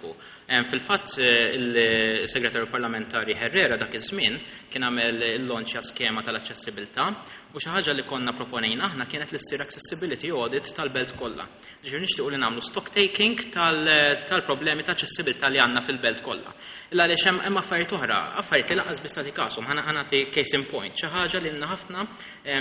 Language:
Maltese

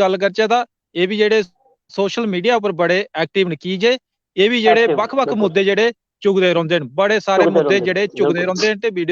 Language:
Dogri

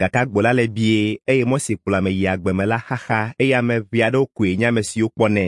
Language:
Ewe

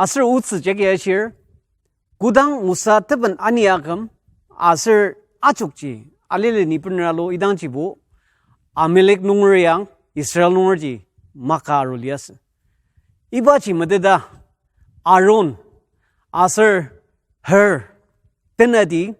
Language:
Ao Naga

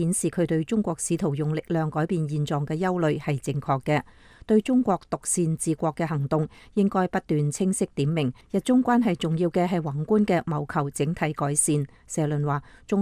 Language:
Cantonese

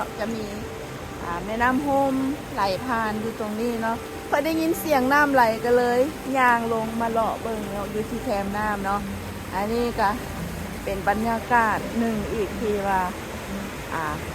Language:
Lao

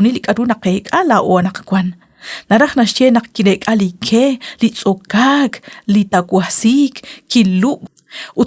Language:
Kekchí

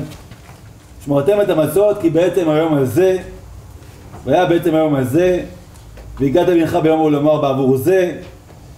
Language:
Hebrew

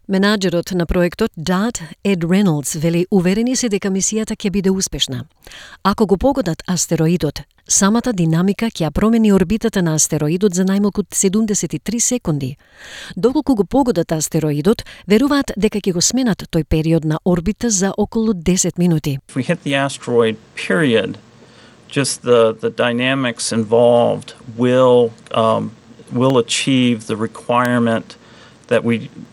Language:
Macedonian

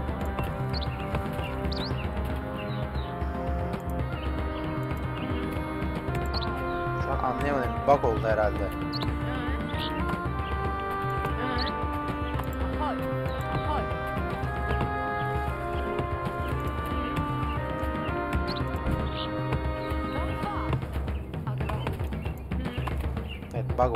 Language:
Turkish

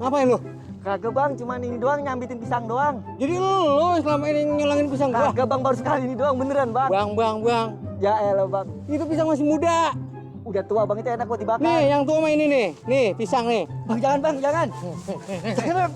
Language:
Betawi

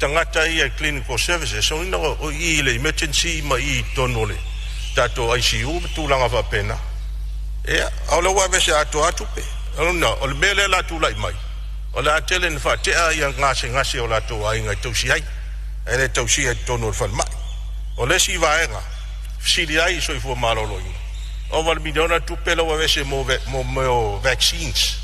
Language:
Samoan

